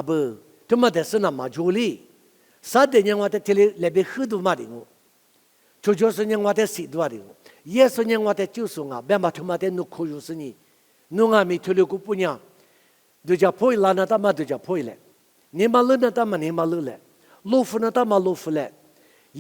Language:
Lisu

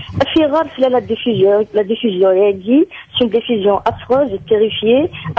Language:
Kabyle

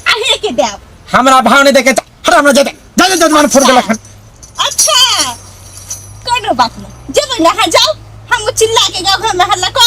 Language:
Maithili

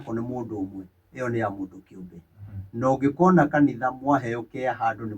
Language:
Kikuyu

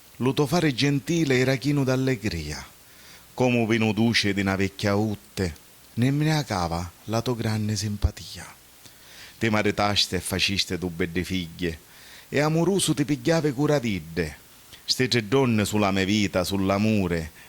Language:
Sicilian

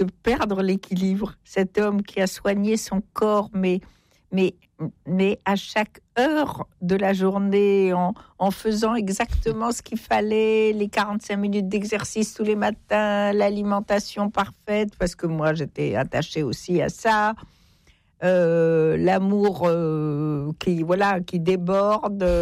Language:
French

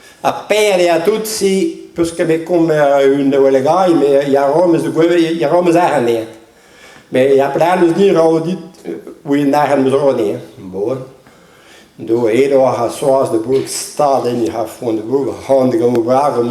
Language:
Breton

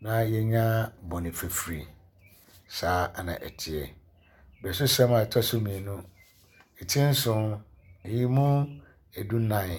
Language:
Akan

